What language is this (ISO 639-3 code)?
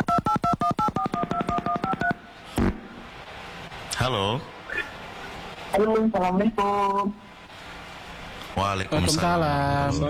ind